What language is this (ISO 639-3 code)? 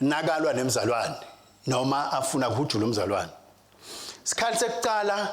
ssw